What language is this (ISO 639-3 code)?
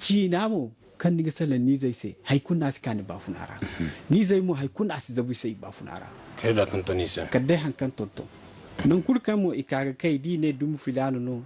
dje